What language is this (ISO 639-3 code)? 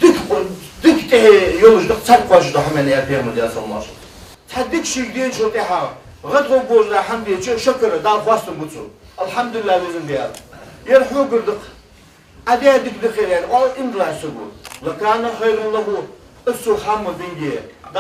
inh